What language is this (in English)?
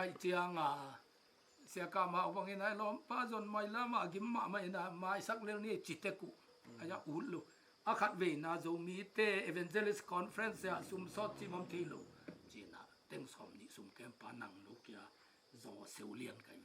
Tedim Chin